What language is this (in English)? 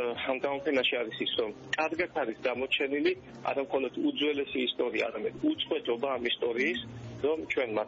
Georgian